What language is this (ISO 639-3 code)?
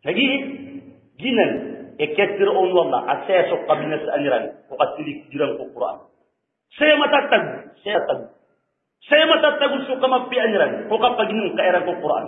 mrw